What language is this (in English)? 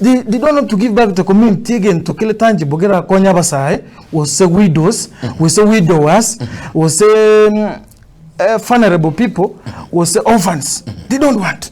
Gusii